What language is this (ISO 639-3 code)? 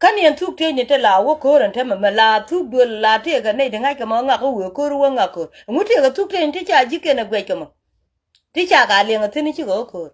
nus